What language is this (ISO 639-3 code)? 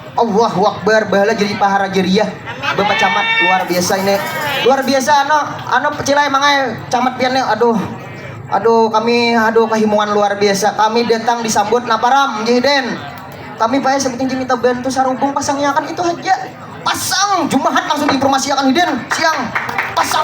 bjn